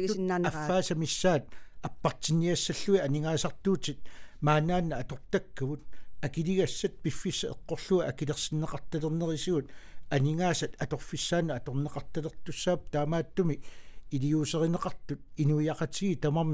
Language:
Kalaallisut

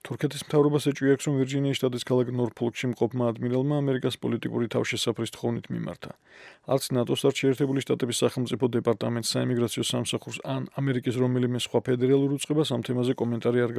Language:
Georgian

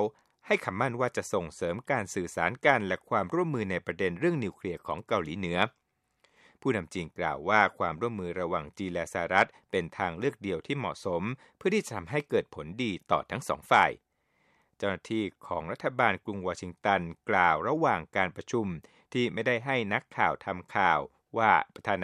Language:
Thai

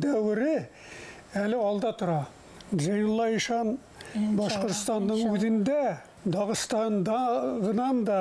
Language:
Bashkir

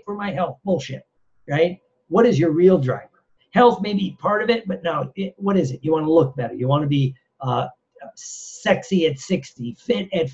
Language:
English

